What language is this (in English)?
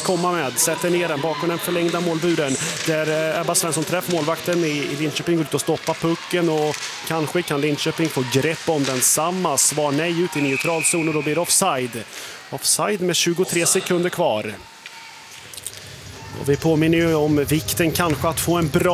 Swedish